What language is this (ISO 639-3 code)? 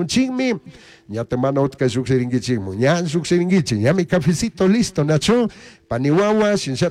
qug